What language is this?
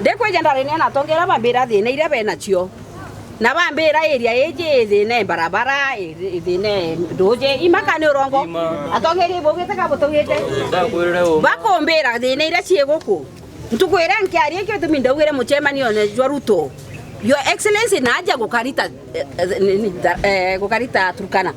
Meru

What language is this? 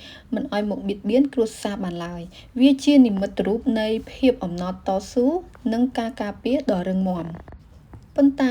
Khmer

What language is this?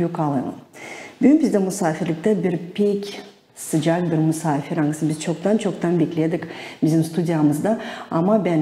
Gagauz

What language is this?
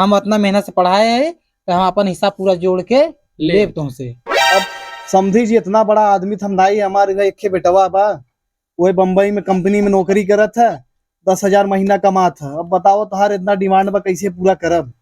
Awadhi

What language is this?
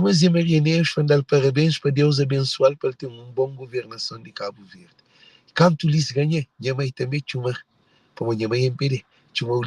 Kabuverdianu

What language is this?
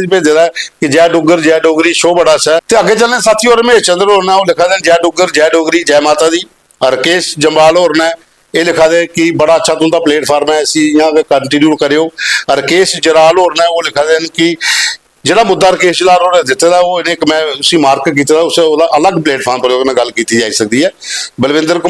Dogri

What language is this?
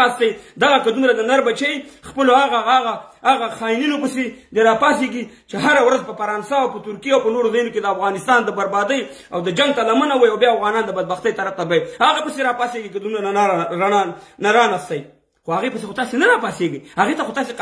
Pashto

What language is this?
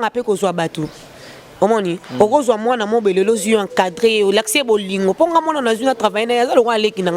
Lingala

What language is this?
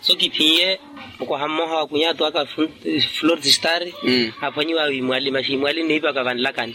Makhuwa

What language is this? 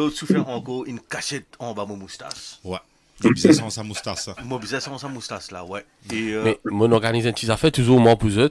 Morisyen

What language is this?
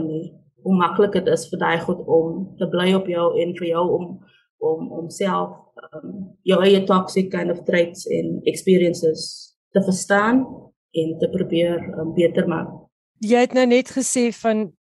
Afrikaans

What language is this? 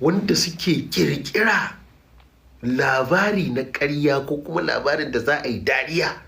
Hausa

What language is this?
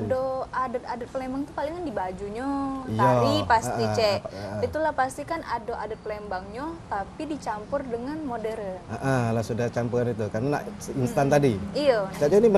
Musi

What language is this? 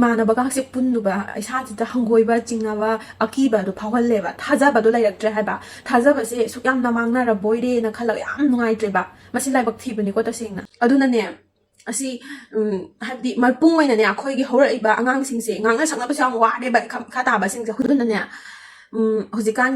Manipuri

